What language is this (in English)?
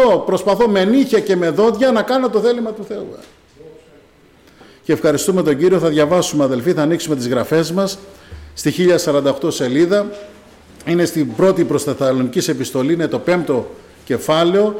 Greek